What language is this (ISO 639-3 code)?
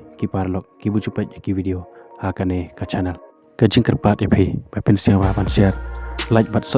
kha